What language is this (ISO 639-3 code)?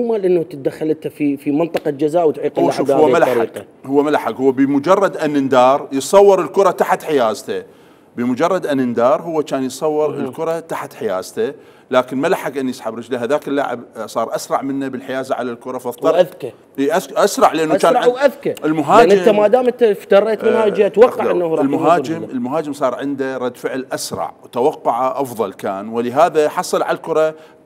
acm